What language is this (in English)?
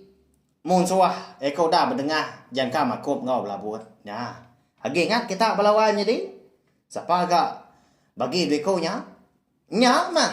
Iban